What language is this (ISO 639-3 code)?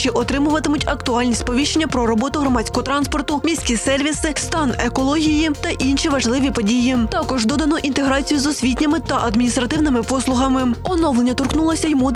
ukr